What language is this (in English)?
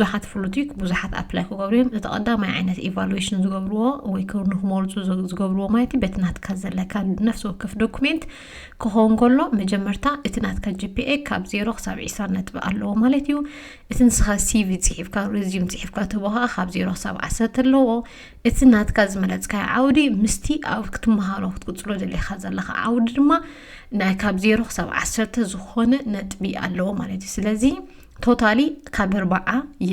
Tigrinya